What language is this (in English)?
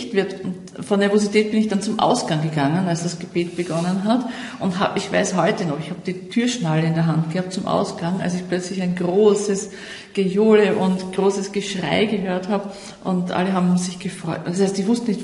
German